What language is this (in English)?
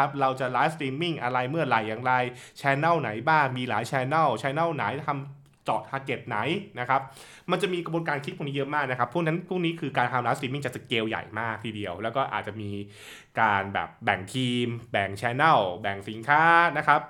Thai